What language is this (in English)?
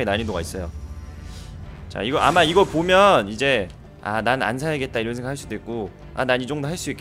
Korean